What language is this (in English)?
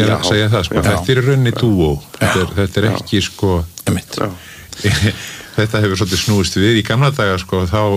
Icelandic